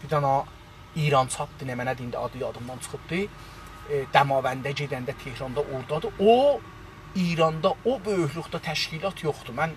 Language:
South Azerbaijani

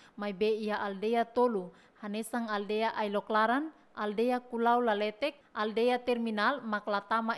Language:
Tetum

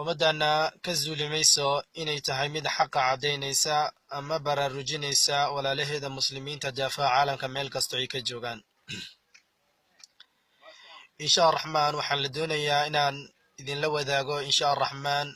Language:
Somali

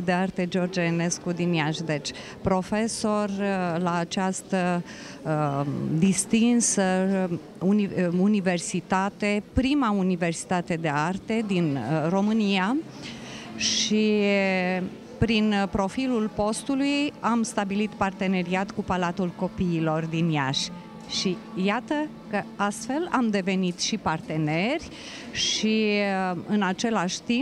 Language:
Romanian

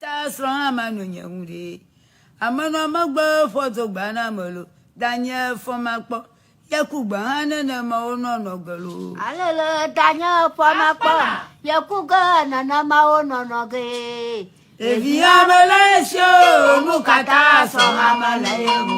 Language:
Ewe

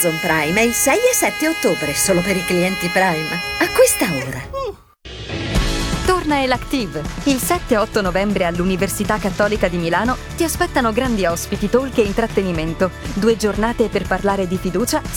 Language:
Italian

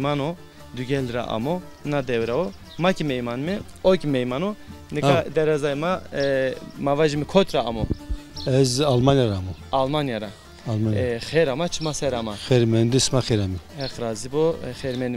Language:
Zaza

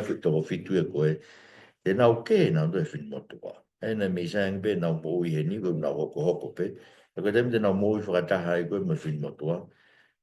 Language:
Tongan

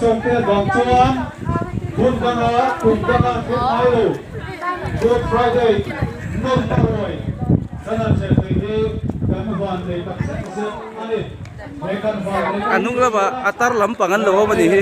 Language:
Mizo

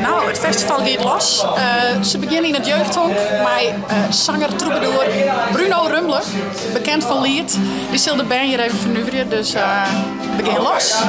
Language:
Western Frisian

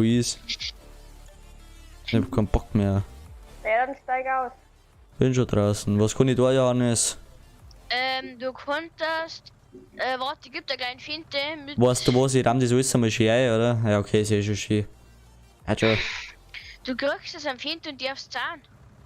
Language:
Bavarian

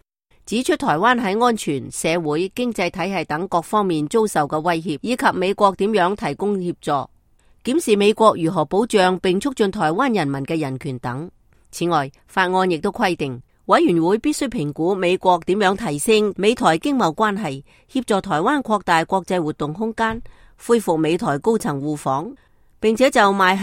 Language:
Cantonese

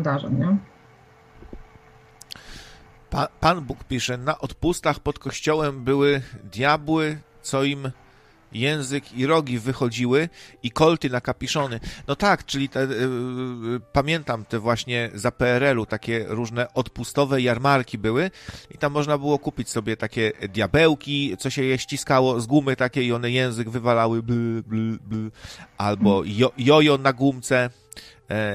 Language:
Polish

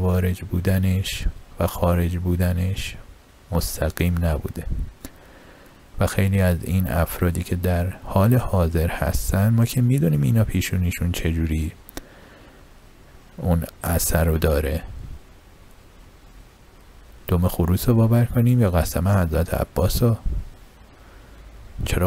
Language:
Persian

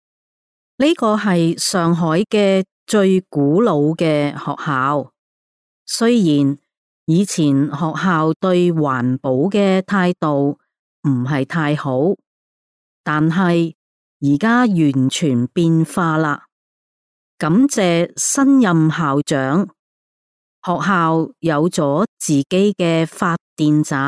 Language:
Cantonese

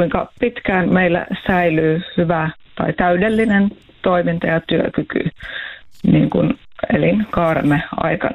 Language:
Finnish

